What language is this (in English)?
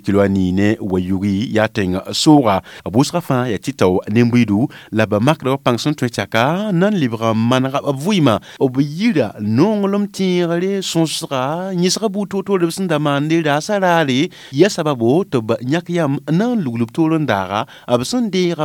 Mossi